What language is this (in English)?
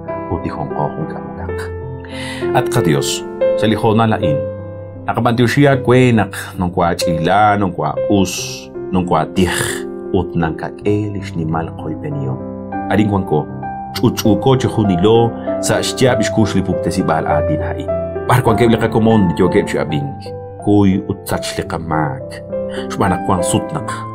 Kekchí